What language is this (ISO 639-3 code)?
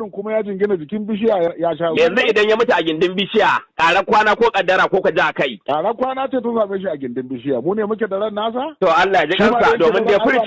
hau